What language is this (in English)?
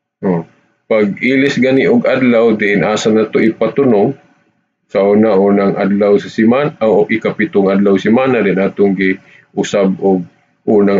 Cebuano